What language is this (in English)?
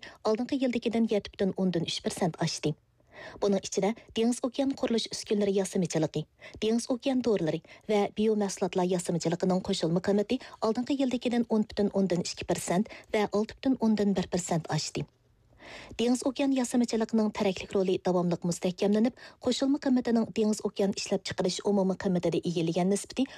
Uyghur